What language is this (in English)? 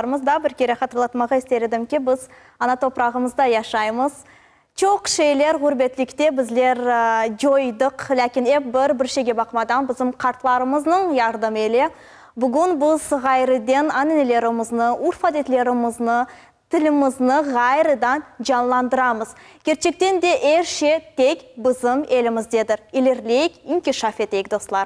Crimean Tatar